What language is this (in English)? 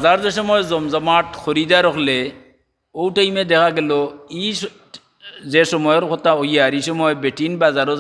Sylheti